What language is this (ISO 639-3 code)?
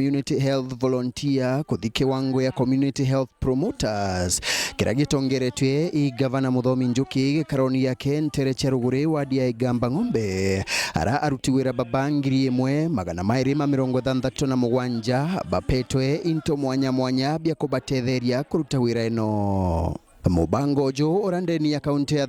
mer